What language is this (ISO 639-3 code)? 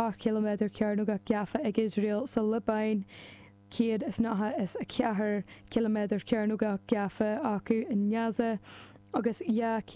gle